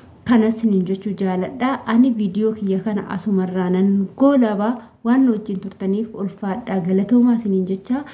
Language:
Oromo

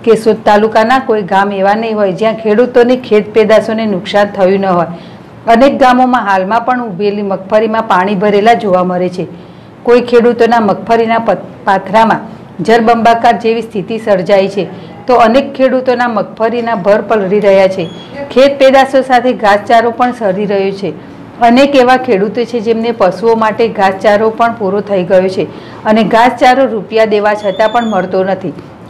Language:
Gujarati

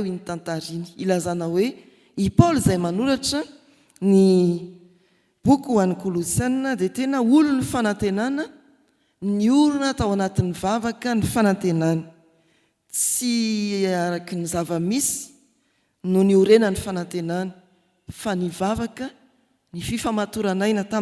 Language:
Malagasy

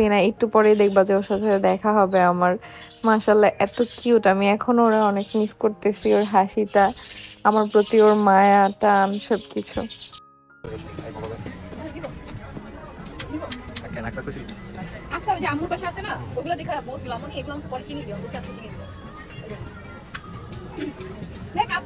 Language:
Bangla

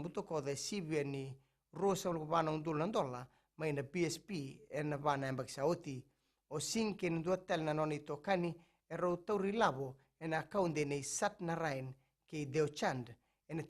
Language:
Fijian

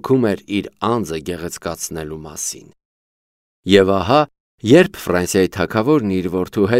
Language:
Armenian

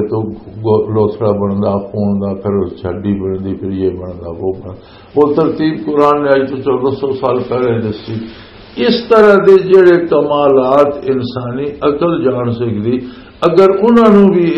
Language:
Western Panjabi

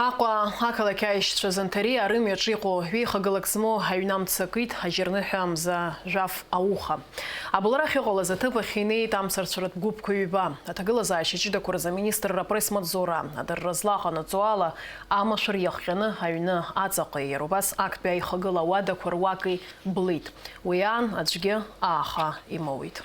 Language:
Abkhazian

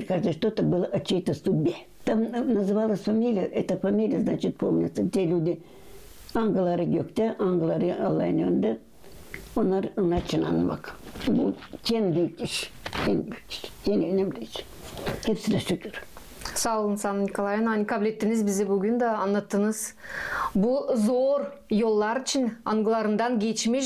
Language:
Gagauz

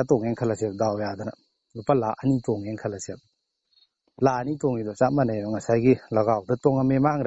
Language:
Manipuri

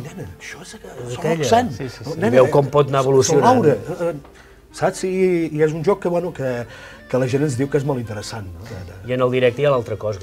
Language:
Catalan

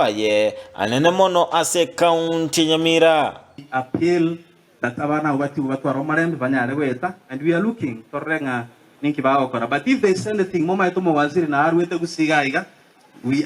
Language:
Gusii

